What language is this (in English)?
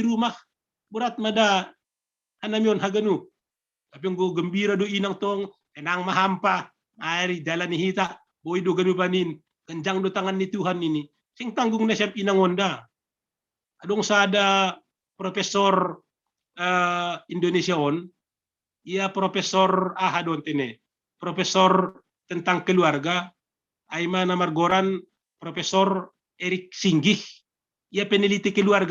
Batak Simalungun